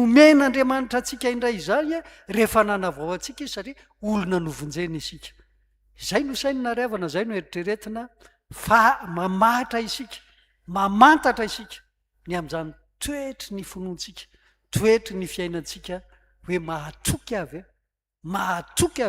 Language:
Malagasy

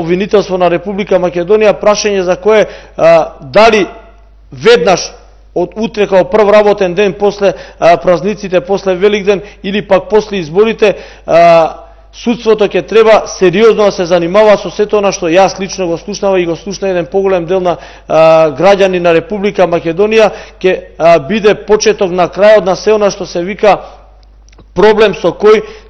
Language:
Macedonian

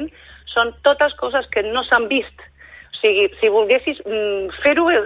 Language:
Catalan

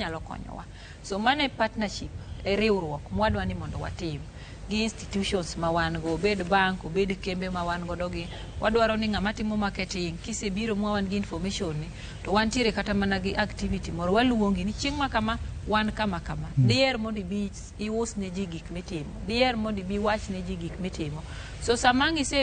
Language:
Luo (Kenya and Tanzania)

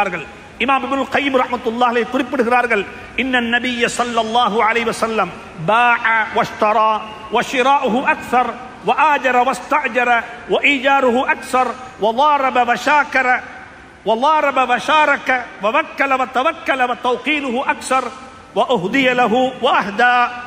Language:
Tamil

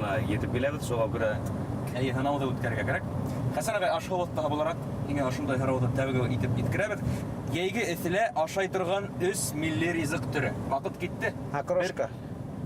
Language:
Bashkir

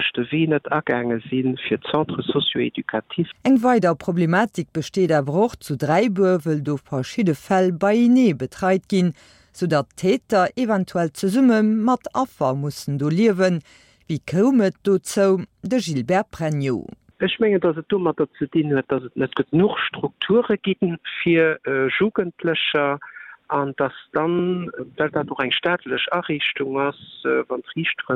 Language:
Luxembourgish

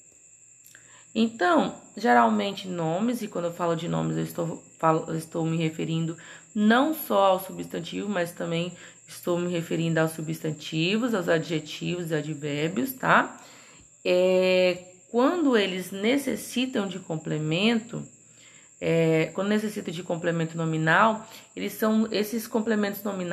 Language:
Portuguese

